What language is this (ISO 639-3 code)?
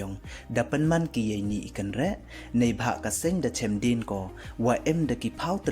pbv